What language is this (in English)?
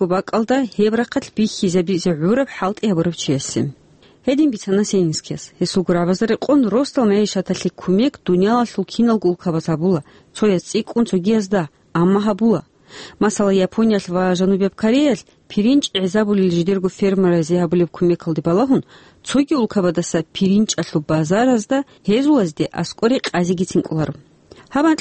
Avaric